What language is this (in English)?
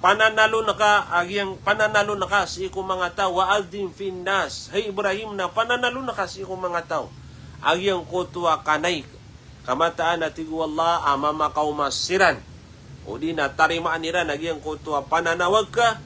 Maranao